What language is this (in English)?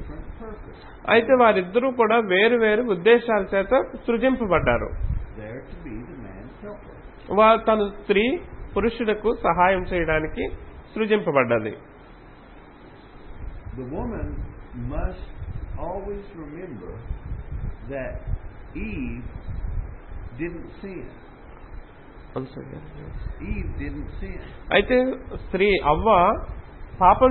Telugu